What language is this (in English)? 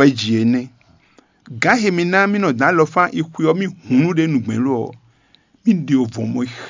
Fon